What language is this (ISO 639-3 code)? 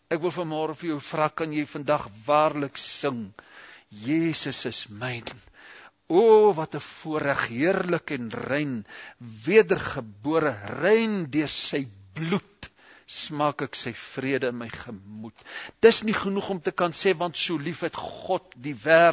afr